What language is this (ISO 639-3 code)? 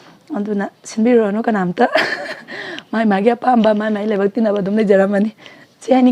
mni